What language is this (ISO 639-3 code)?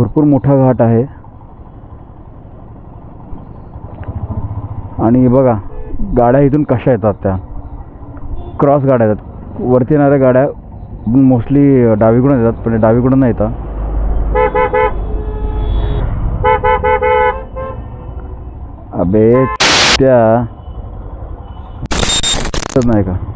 mar